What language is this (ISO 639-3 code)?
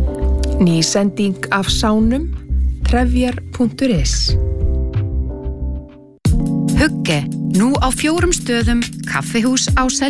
isl